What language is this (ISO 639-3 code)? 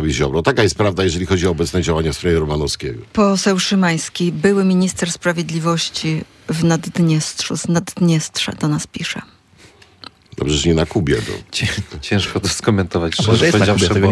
pol